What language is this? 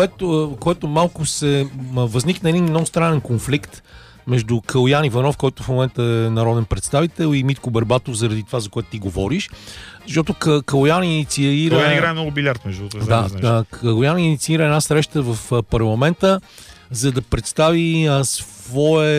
Bulgarian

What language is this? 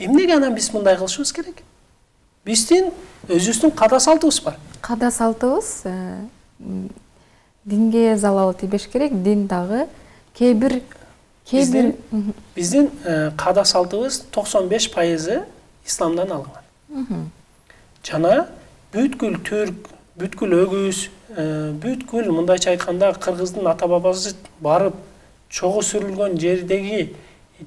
Kyrgyz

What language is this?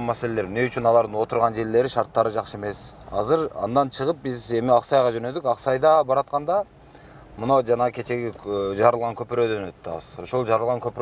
Kyrgyz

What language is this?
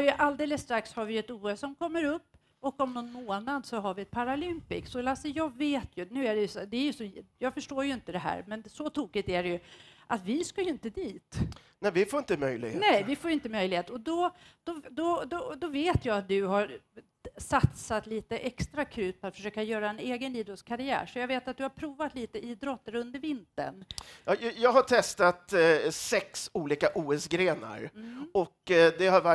Swedish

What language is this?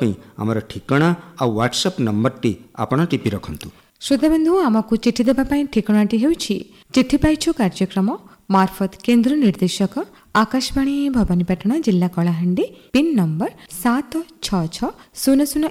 Odia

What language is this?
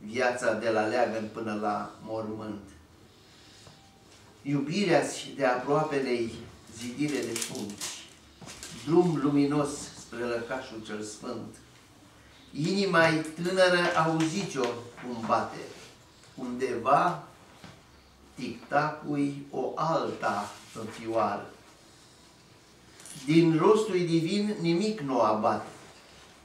Romanian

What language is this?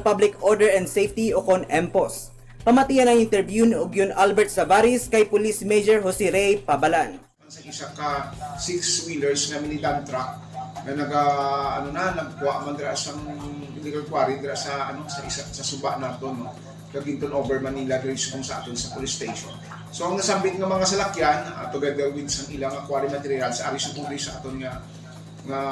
Hiligaynon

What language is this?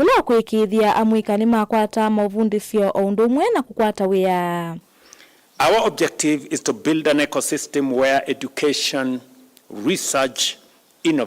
Kamba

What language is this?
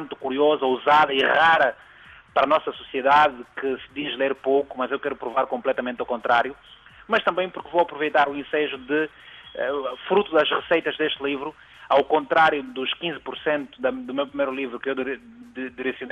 Portuguese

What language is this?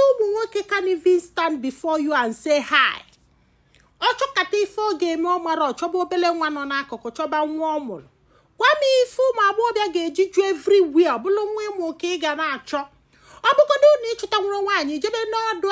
Igbo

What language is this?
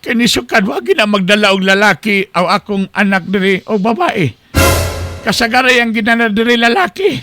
Cebuano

